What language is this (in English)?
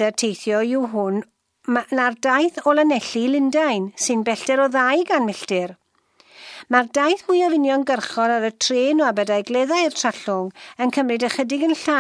Welsh